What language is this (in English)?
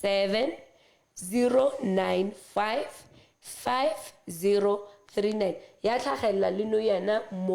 Southern Sotho